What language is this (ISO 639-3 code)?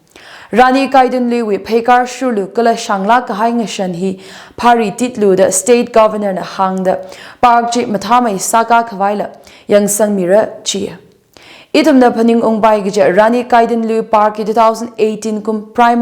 nmf